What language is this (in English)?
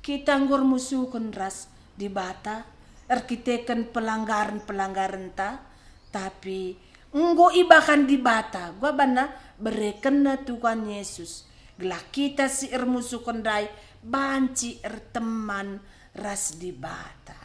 Batak Karo